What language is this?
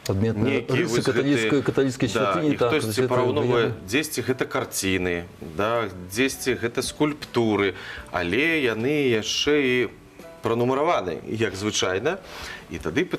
Belarusian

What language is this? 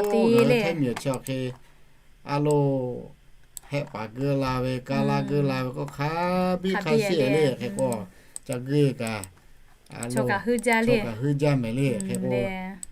Lahu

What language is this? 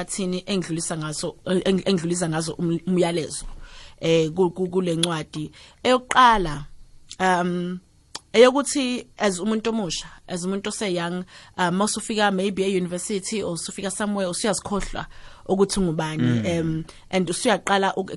South Ndebele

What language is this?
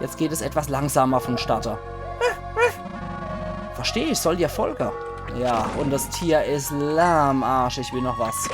Palatine German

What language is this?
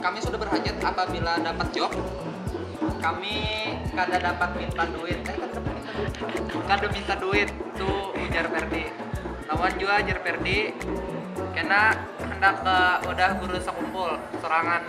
Banjar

